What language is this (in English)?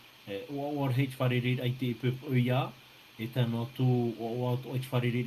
Tahitian